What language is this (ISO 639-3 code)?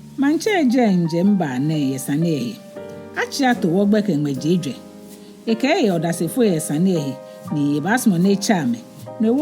gaa